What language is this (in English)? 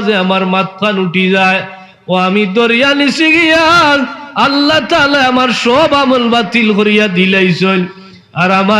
Sylheti